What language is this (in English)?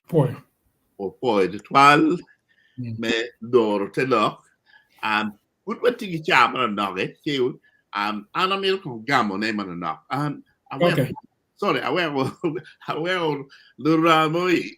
Acoli